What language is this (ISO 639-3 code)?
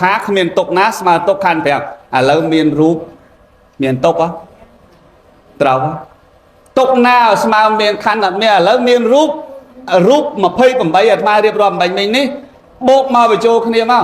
khm